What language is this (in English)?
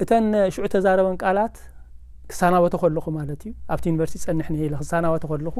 Tigrinya